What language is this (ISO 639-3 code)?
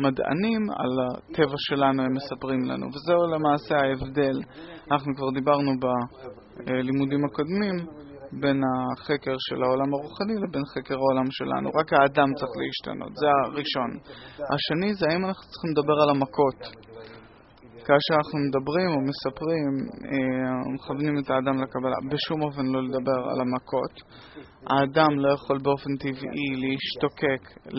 heb